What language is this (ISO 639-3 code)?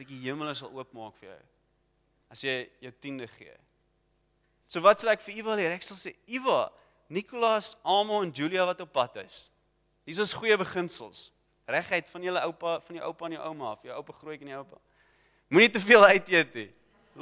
afr